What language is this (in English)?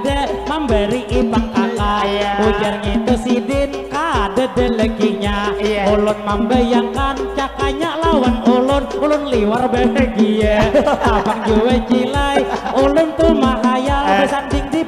Banjar